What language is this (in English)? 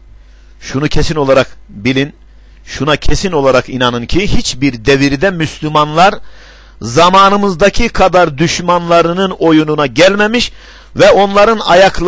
Turkish